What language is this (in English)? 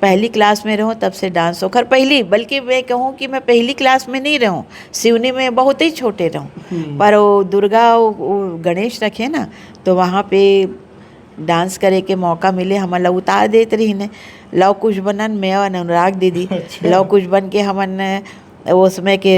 Chhattisgarhi